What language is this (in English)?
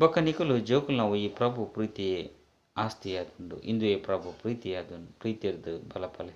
Tulu